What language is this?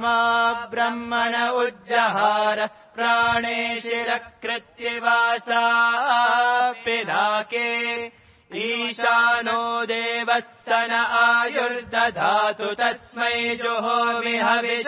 Sanskrit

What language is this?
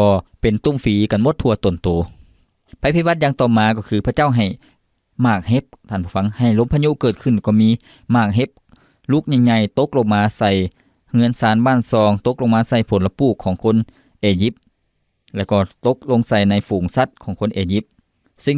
Lao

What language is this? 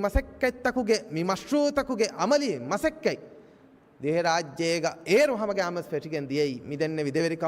Divehi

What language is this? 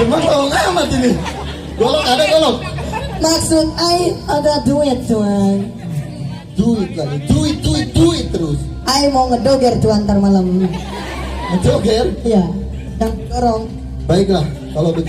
Betawi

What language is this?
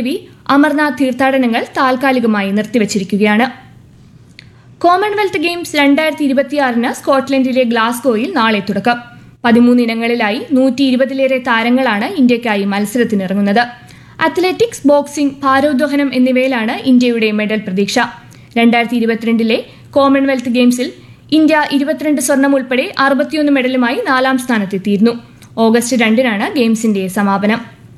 Malayalam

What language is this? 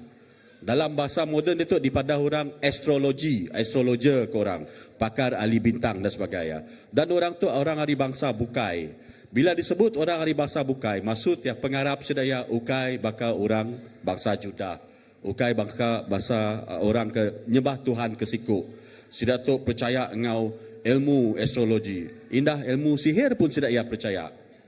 Iban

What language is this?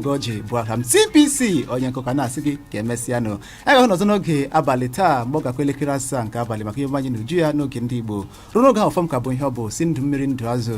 Igbo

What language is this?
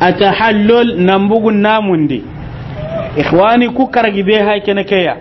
Soninke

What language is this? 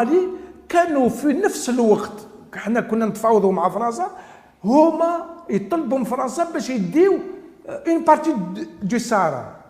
Algerian Arabic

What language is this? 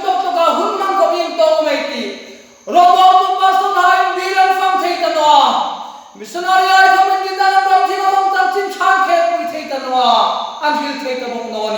Hmar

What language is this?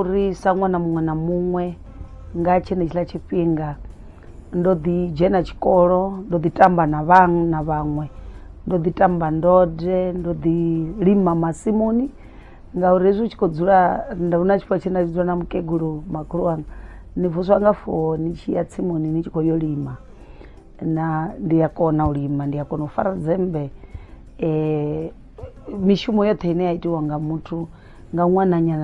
Venda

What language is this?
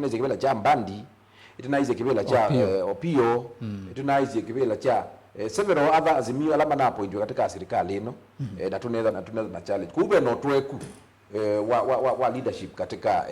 Kamba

